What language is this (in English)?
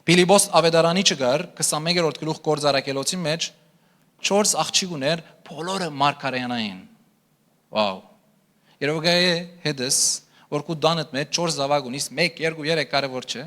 Western Armenian